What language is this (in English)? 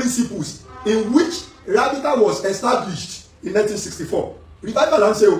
Yoruba